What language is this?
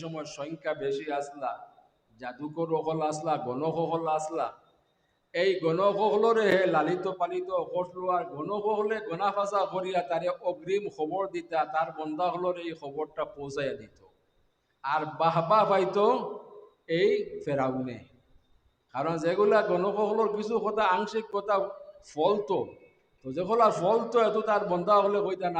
Sylheti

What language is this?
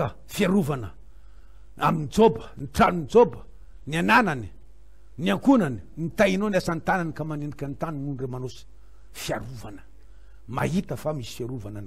Malagasy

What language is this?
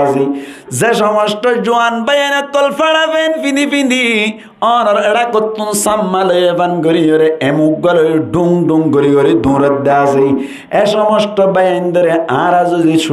Rohingya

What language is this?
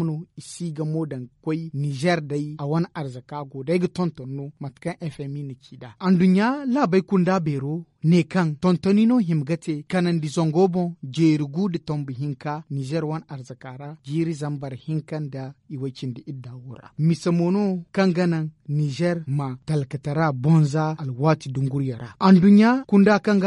Zarma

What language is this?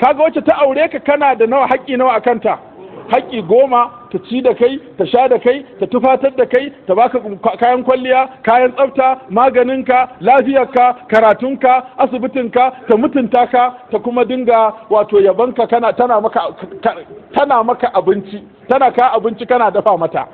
Hausa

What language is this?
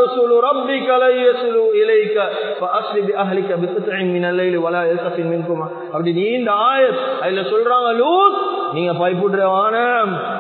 Tamil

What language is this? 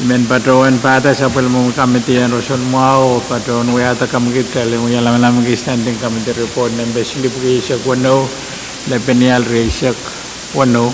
Pohnpeian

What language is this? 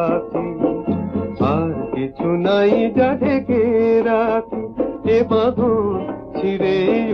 Bangla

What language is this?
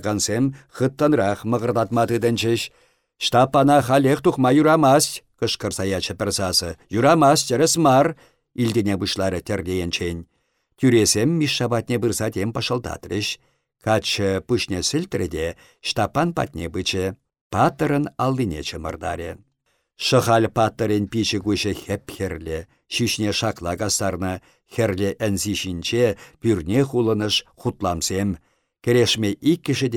Chuvash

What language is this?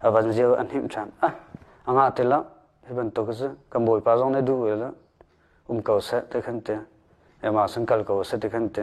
Hakha Chin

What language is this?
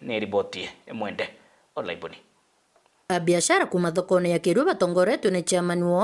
Meru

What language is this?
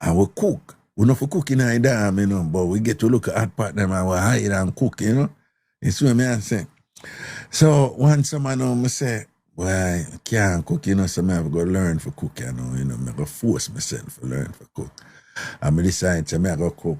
Jamaican Creole English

